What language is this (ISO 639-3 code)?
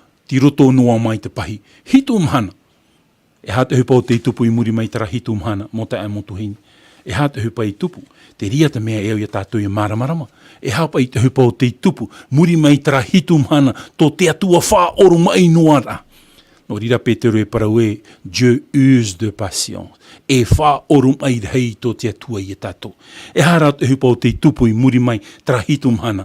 tah